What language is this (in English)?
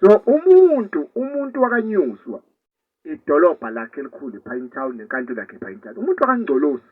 Zulu